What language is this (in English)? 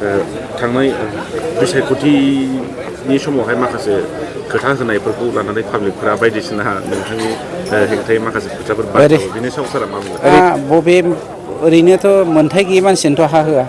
Bodo